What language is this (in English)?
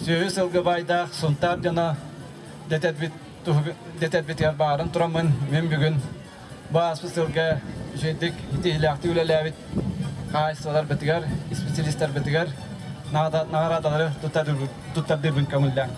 Yakut